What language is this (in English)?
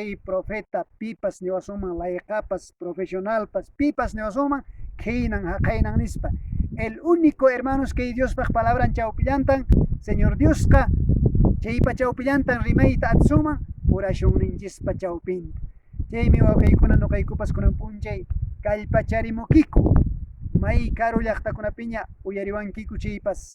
Quechua